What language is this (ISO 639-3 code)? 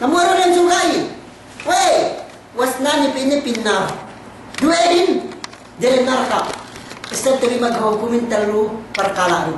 yka